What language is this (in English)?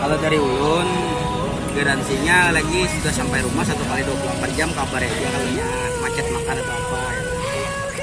Banjar